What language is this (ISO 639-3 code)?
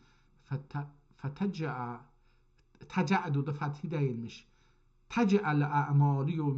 azb